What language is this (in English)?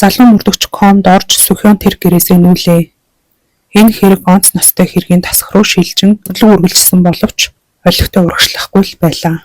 Mongolian